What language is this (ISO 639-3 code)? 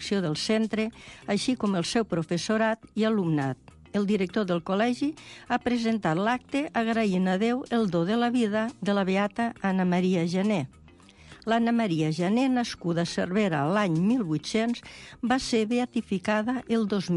cat